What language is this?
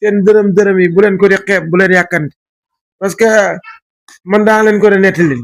Wolof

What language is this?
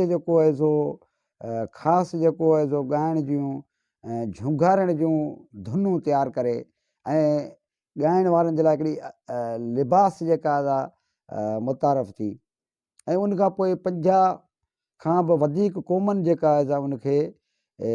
Sindhi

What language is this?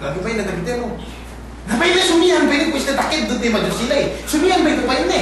Yakan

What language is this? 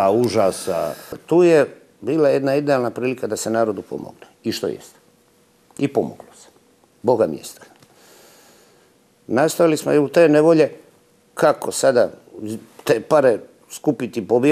Serbian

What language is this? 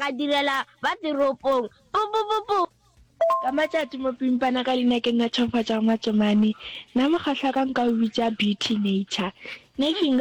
Northern Sotho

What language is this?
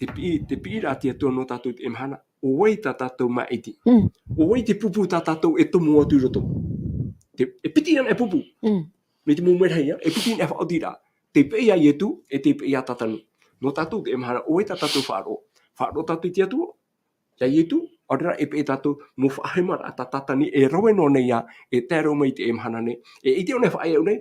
Tahitian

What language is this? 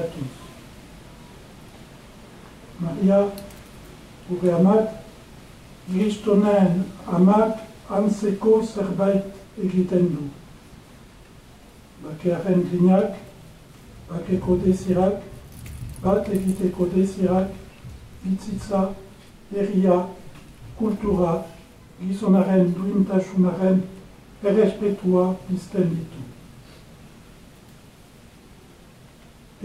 Basque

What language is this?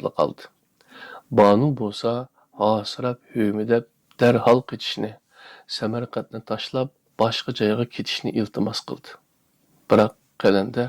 Uyghur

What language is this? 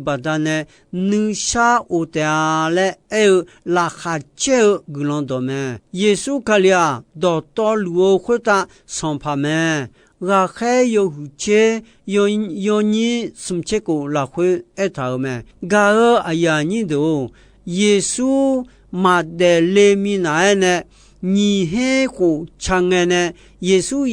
Akha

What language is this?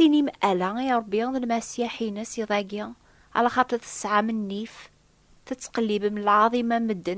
Kabyle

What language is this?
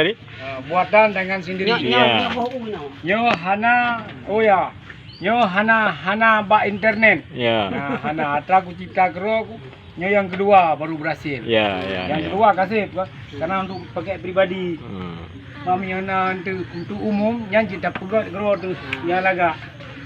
Achinese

